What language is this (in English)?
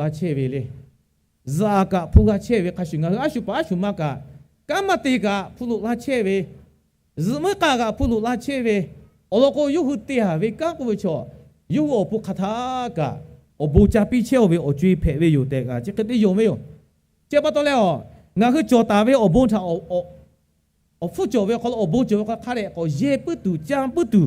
Lahu